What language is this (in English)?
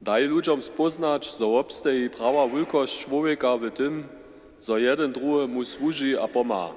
Upper Sorbian